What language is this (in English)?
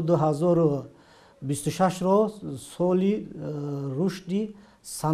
Tajik